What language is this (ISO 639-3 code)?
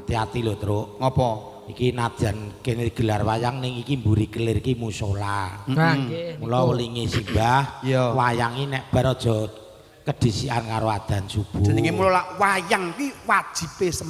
jav